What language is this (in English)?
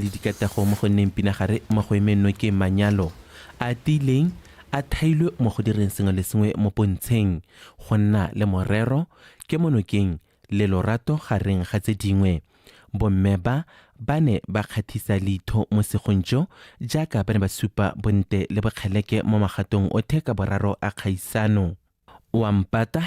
Tswana